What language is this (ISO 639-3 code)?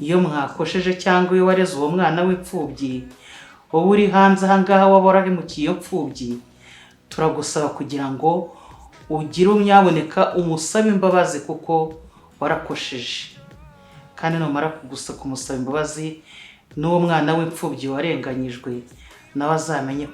kin